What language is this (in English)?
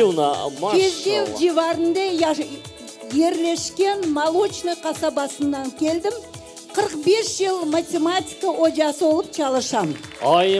Crimean Tatar